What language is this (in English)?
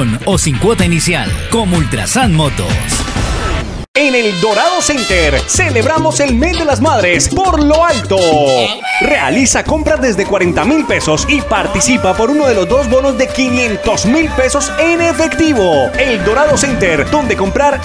Spanish